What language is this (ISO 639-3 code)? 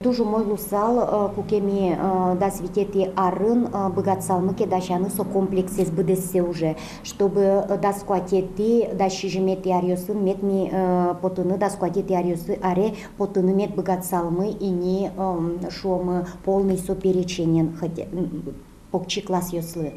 udm